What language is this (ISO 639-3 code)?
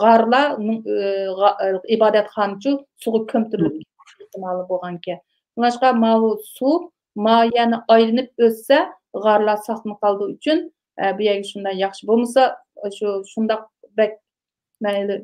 uig